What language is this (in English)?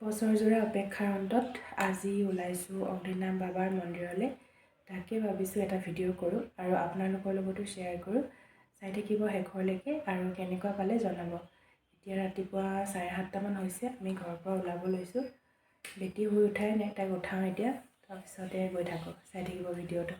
Assamese